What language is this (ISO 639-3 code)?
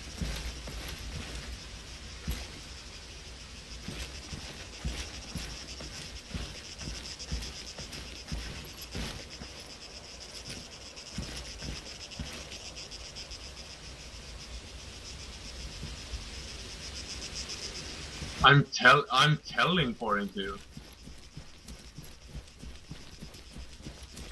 swe